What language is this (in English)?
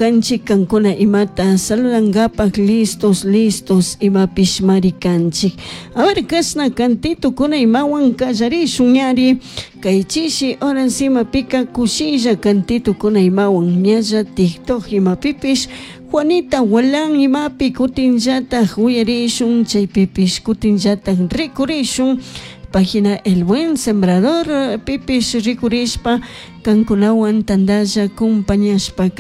Chimborazo Highland Quichua